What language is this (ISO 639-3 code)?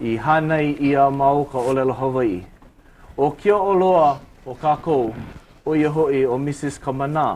haw